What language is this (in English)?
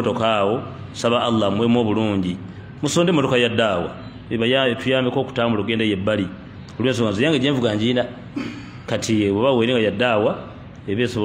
Ganda